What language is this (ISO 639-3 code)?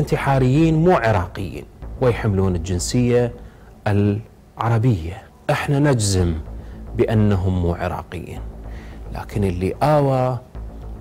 acm